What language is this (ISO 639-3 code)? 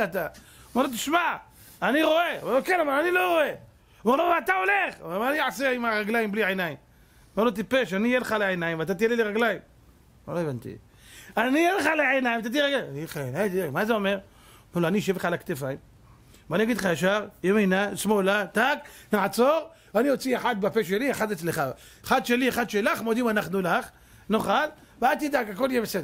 heb